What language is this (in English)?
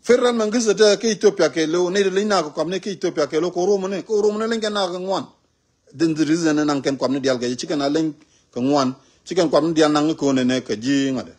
Nuer